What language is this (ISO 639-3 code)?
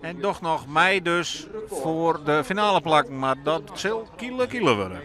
fry